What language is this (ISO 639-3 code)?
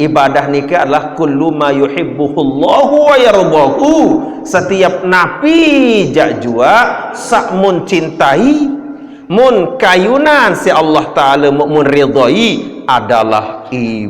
sas